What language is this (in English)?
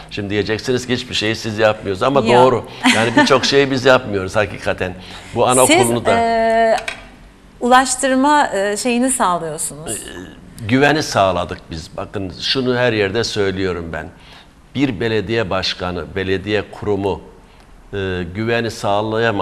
Turkish